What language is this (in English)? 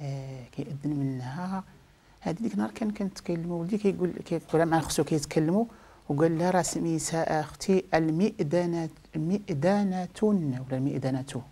Moroccan Arabic